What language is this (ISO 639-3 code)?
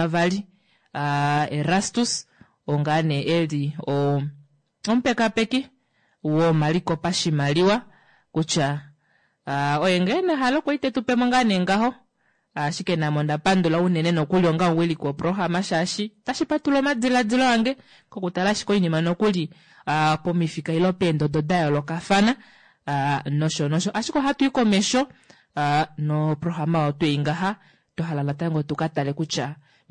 kua